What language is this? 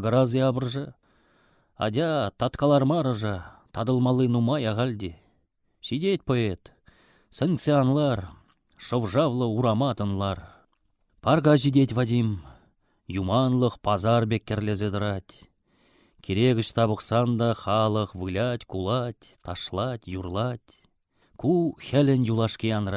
Chuvash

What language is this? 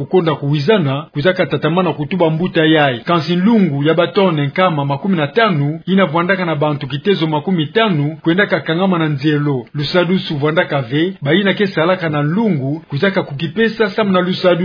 Kituba (Democratic Republic of Congo)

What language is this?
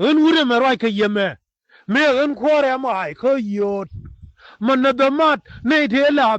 Nuer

